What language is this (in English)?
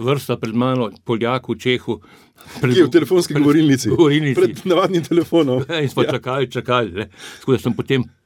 Slovenian